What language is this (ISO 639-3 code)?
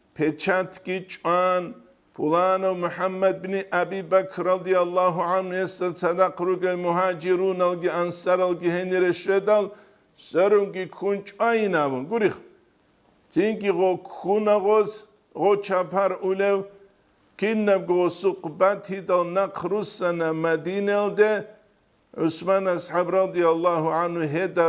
ava